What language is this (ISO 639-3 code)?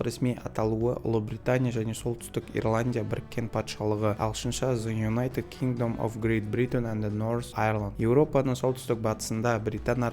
kaz